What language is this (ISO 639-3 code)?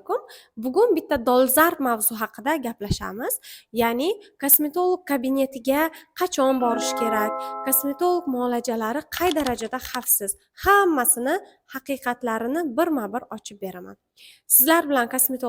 uzb